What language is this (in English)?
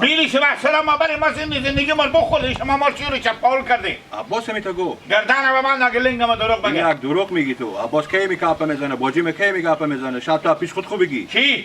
Hazaragi